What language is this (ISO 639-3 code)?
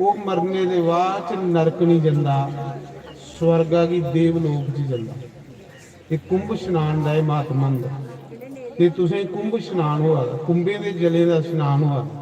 doi